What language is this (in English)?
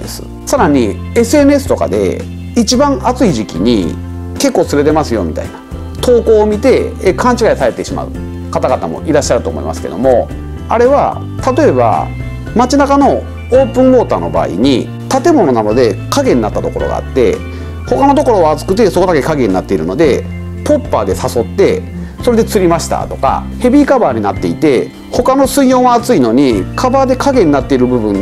Japanese